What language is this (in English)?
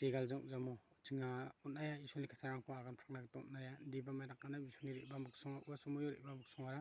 Garo